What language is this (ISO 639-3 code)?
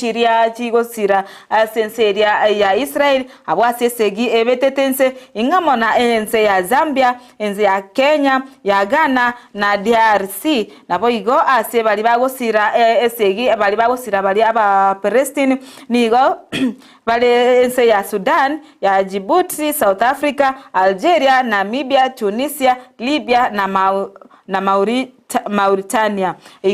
guz